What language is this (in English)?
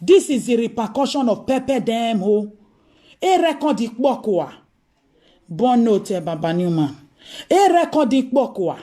Nigerian Pidgin